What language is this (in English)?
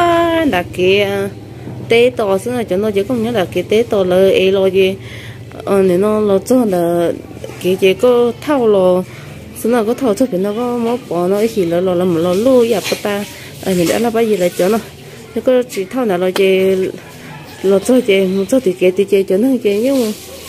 Vietnamese